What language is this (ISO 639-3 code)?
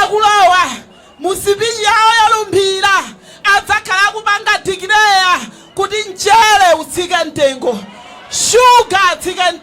nya